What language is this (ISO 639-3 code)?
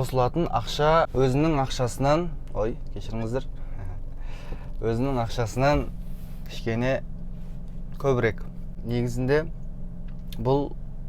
kaz